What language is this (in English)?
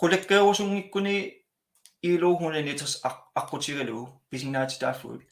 Kalaallisut